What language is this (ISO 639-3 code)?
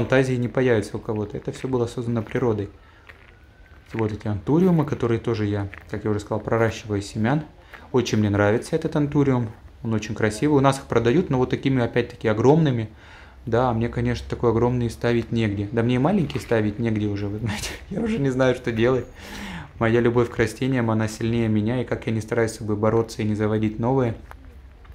rus